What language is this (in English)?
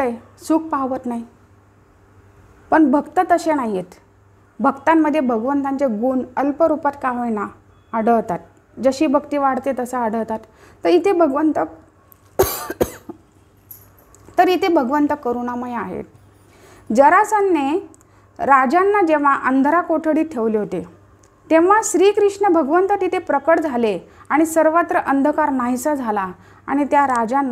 Marathi